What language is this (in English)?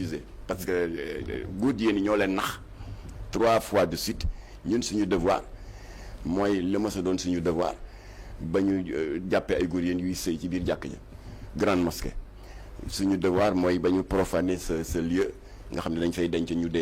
Wolof